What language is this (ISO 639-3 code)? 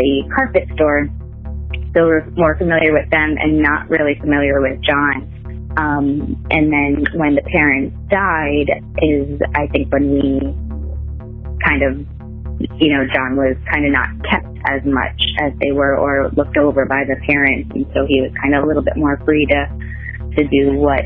eng